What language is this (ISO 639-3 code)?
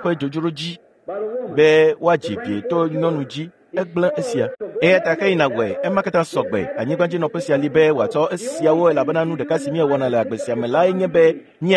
ewe